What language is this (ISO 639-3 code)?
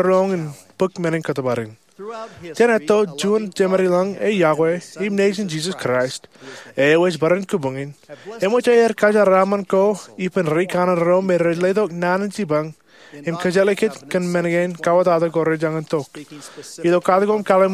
mah